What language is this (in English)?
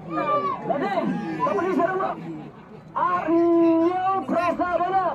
Khasi